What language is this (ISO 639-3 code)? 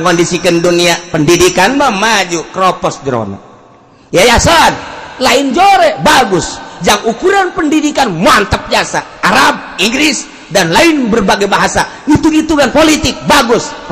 sun